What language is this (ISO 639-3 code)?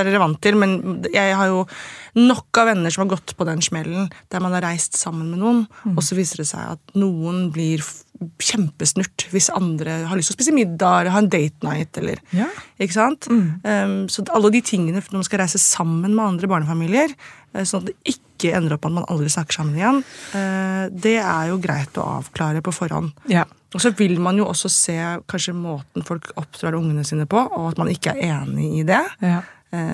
nor